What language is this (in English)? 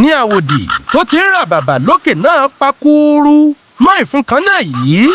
Yoruba